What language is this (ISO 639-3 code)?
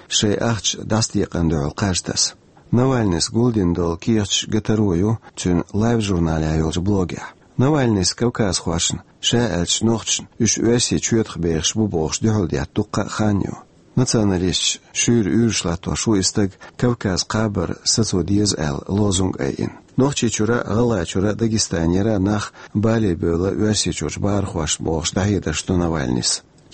che